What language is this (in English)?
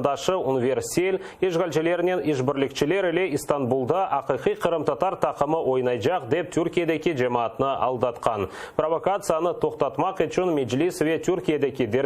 Crimean Tatar